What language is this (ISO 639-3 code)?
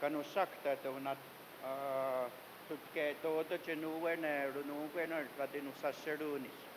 moh